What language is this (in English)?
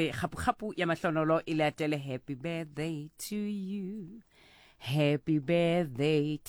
Southern Sotho